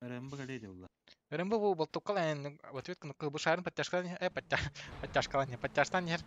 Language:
Yakut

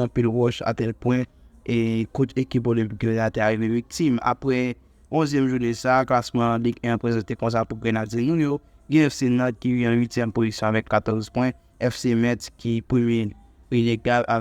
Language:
Haitian Creole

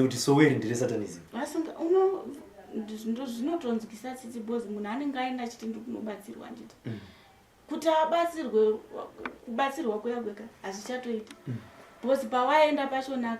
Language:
Shona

